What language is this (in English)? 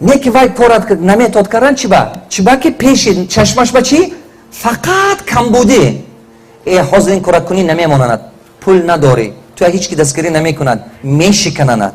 Tajik